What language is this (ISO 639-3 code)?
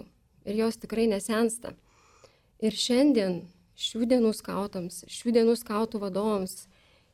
lit